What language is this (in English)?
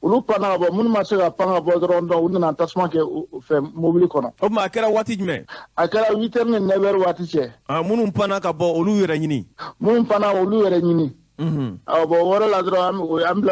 Bambara